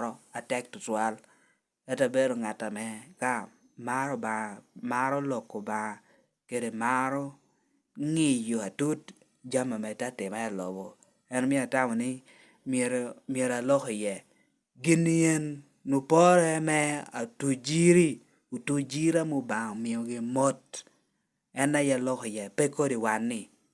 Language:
Lango (Uganda)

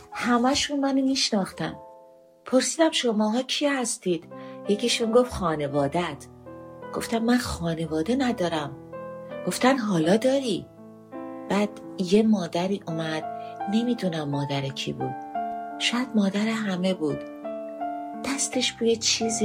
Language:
Persian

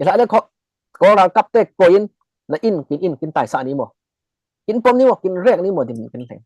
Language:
Falam Chin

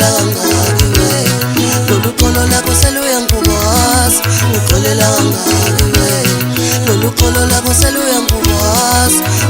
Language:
Zulu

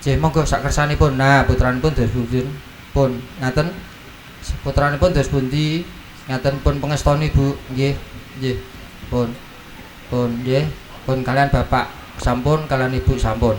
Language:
Javanese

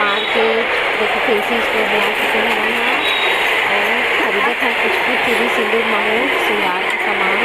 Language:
Chhattisgarhi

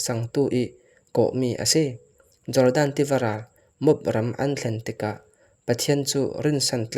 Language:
Falam Chin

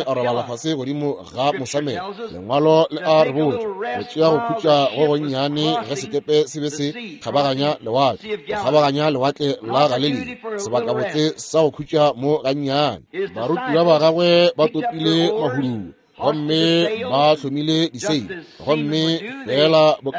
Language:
Northern Sotho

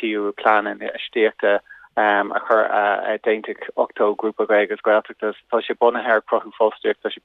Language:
Irish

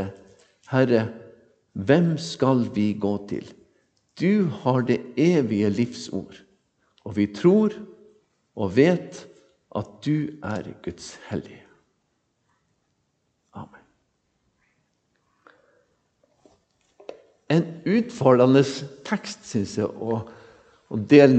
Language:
Norwegian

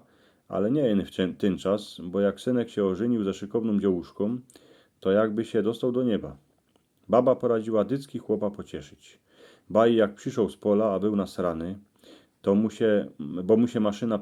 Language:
Silesian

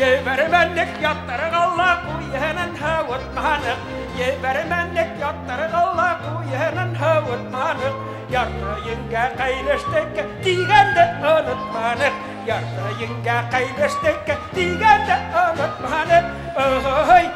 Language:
Bashkir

